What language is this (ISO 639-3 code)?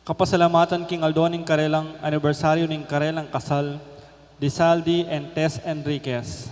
pam